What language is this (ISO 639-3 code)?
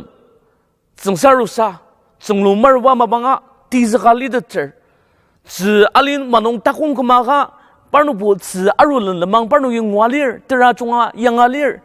njo